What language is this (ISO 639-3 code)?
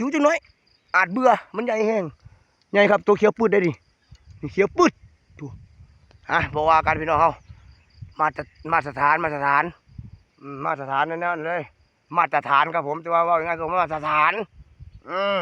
tts